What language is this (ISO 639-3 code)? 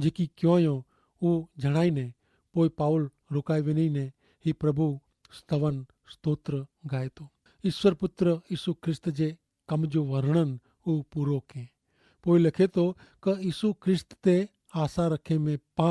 kfr